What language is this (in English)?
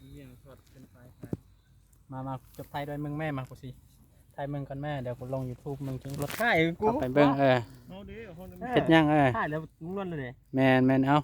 Lao